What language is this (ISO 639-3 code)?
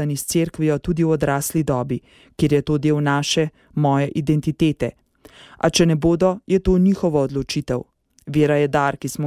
slv